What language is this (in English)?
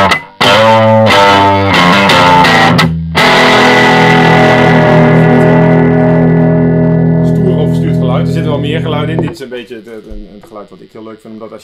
Dutch